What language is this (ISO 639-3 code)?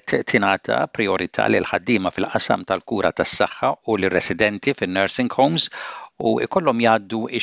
mlt